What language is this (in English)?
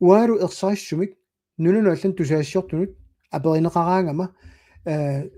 Kalaallisut